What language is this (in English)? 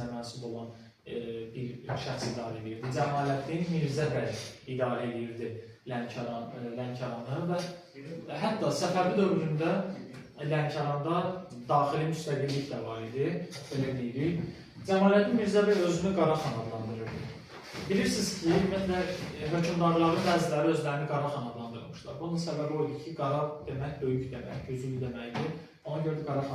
Azerbaijani